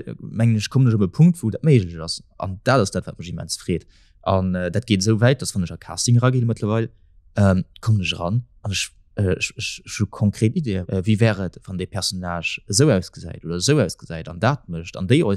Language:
Luxembourgish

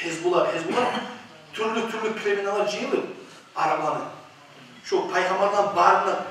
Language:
Kumyk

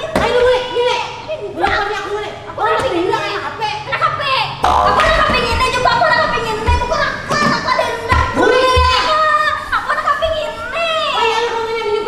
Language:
Banjar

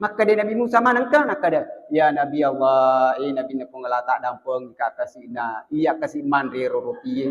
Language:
Buginese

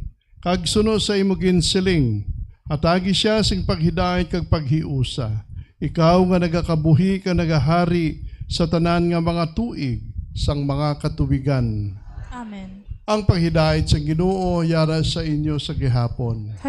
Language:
Hiligaynon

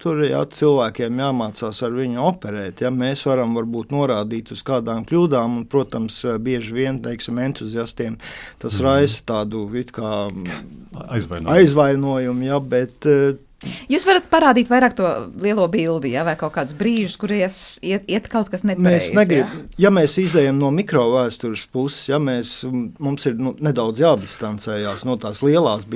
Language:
Latvian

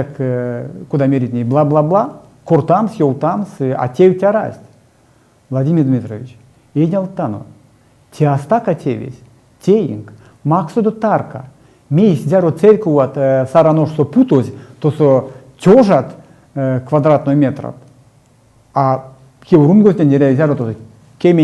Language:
Erzya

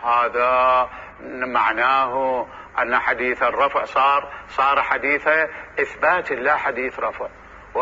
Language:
Mesopotamian Arabic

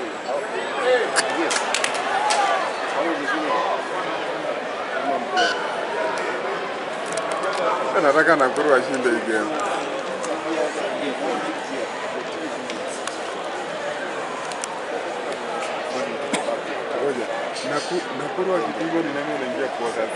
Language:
Swahili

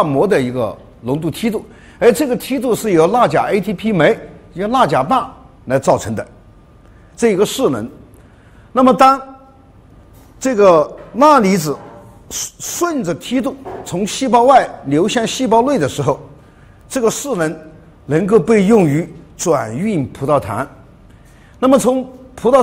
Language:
Chinese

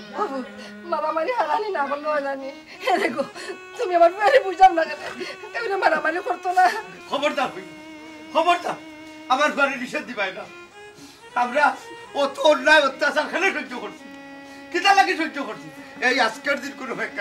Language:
Sylheti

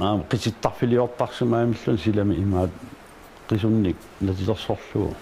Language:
Kalaallisut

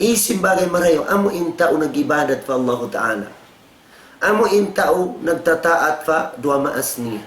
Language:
Tausug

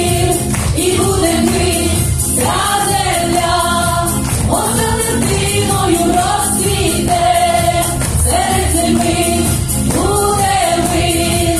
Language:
Ukrainian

